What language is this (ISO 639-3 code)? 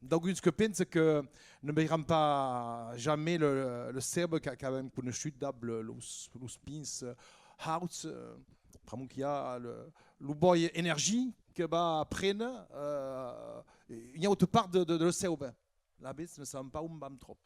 oci